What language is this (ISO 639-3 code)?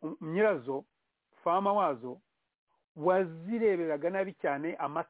kin